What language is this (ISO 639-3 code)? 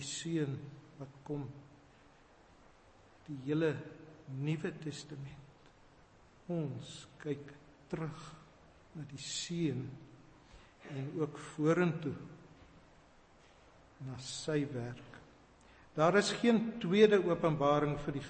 afr